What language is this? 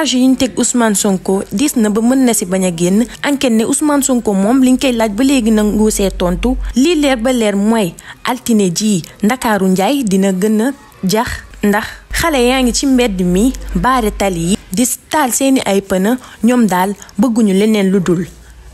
Wolof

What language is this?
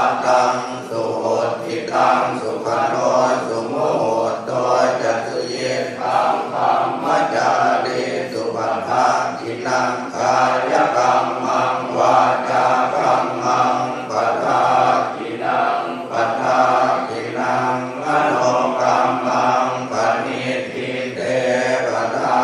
Pali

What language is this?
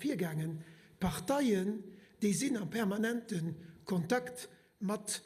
Luxembourgish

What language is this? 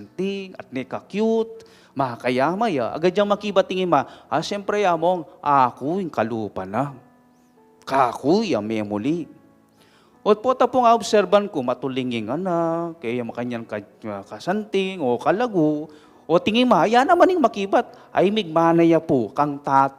Pampanga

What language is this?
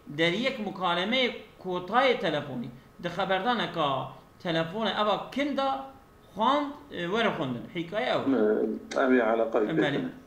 Kurdish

